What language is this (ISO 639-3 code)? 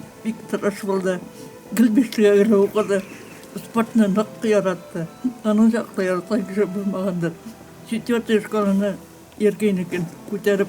tat